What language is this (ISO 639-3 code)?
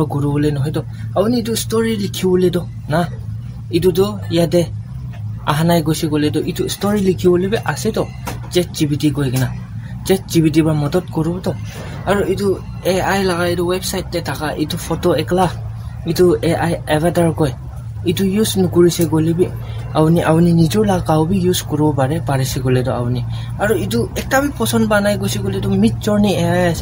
nag